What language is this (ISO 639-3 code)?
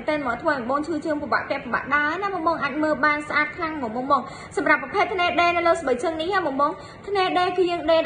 khm